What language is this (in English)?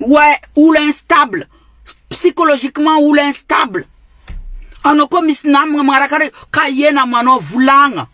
Malagasy